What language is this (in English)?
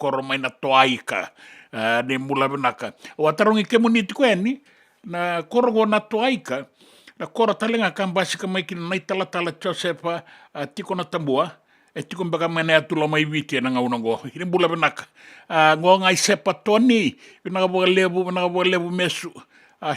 Fijian